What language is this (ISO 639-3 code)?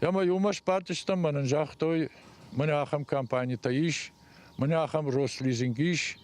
oss